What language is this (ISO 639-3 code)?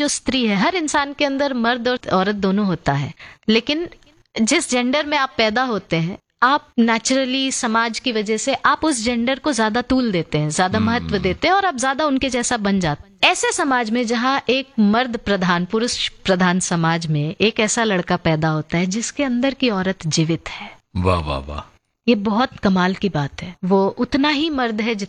hin